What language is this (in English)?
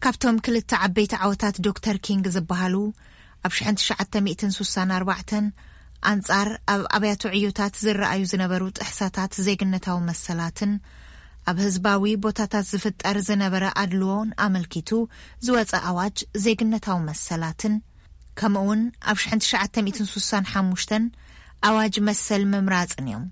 Tigrinya